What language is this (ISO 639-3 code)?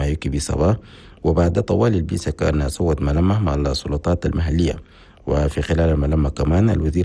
shu